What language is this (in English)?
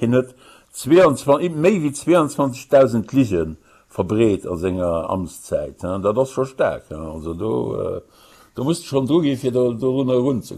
Luxembourgish